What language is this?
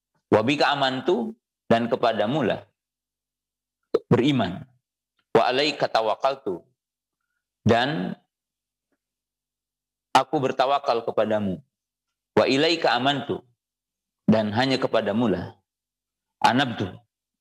Indonesian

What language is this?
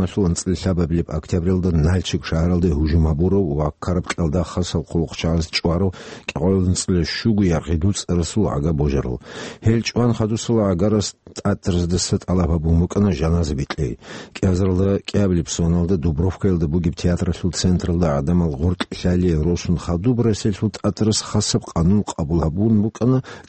Avaric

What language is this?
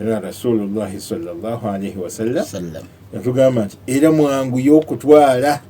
Ganda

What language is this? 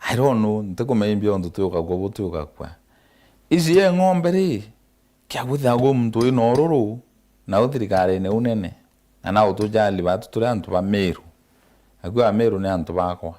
Meru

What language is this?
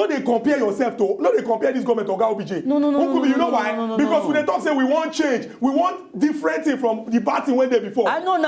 Nigerian Pidgin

